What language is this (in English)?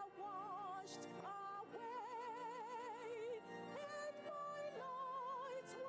Ewe